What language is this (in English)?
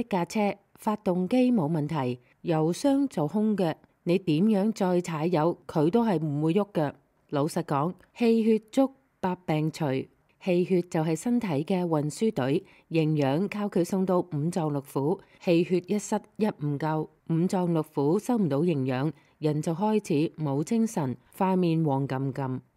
Cantonese